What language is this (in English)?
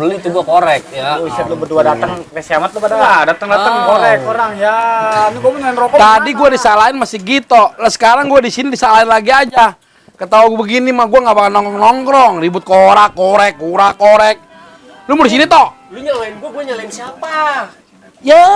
Betawi